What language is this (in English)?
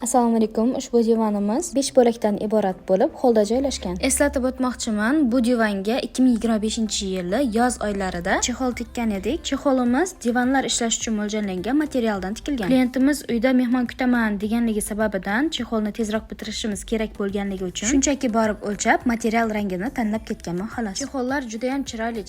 Uzbek